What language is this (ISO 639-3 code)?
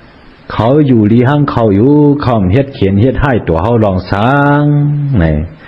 shn